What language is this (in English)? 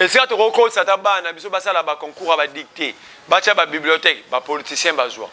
Lingala